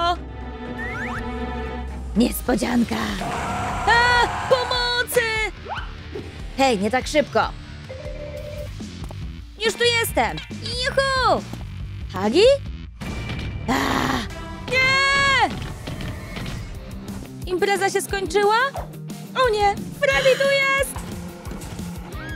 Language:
Polish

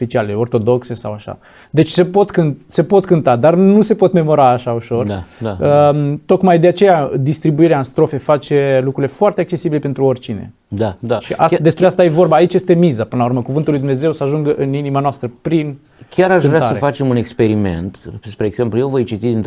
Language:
Romanian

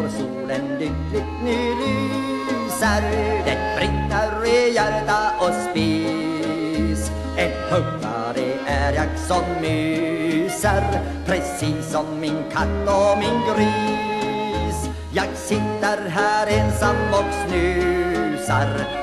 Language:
Swedish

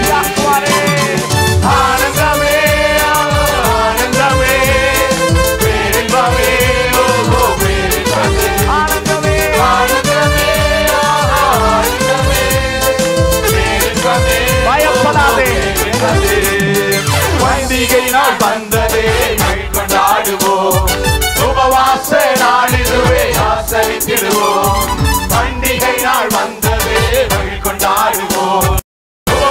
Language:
Tamil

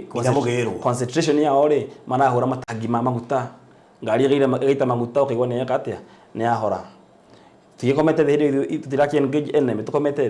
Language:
Kikuyu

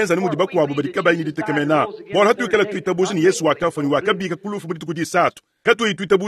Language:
Luba-Lulua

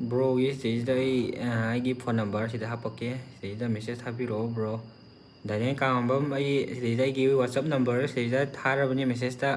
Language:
Manipuri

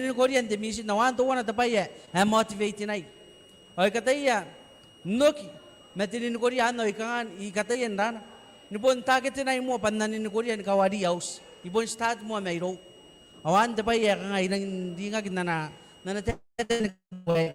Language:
Gilbertese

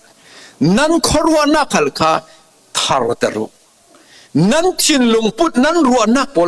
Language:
Falam Chin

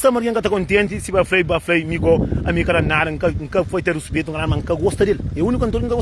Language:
Kabuverdianu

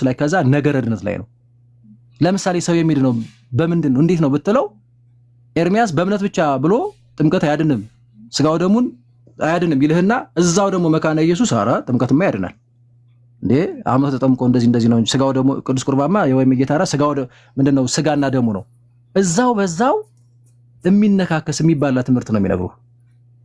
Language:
Amharic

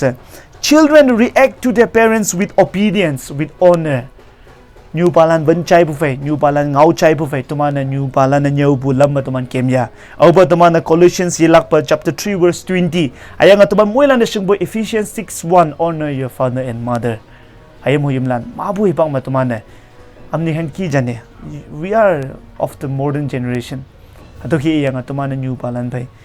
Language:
Konyak Naga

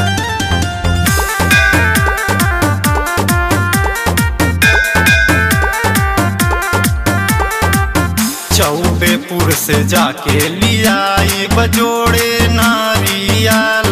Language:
Bhojpuri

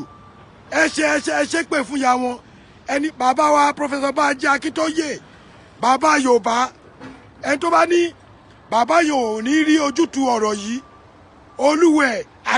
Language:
Yoruba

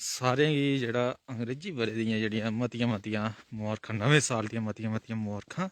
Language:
Dogri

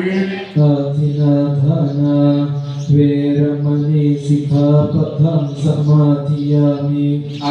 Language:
Pali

